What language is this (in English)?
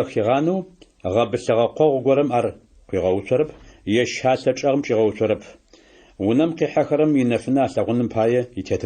Adyghe